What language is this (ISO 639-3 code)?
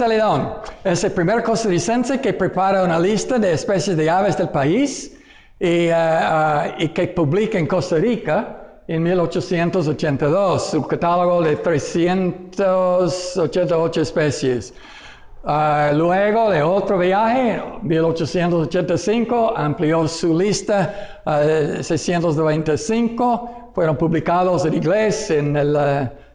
spa